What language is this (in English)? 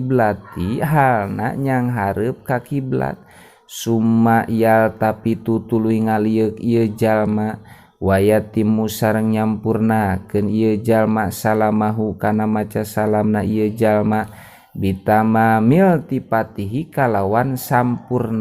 Sundanese